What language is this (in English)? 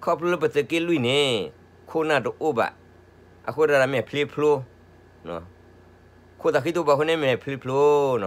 S'gaw Karen